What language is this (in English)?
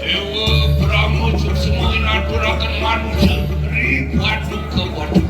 Balinese